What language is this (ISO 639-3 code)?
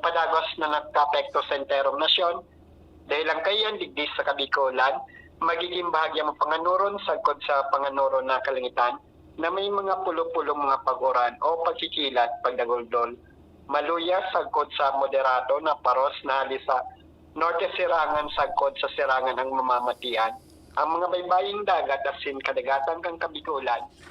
bik